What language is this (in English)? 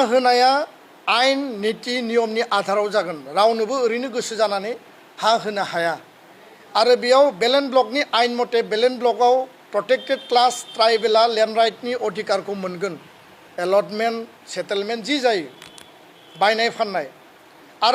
Bodo